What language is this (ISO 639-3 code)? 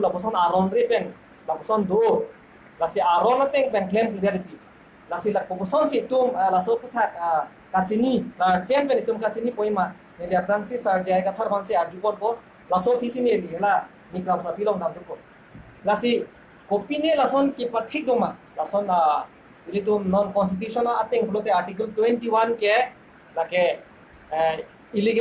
mjw